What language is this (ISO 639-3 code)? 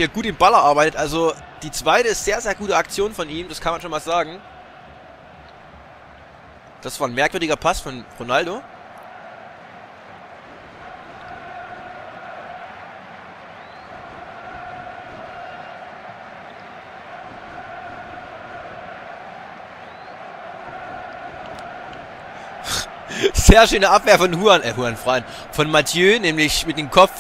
deu